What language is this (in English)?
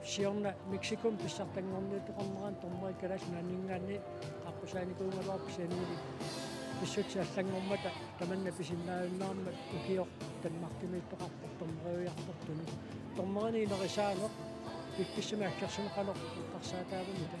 Kalaallisut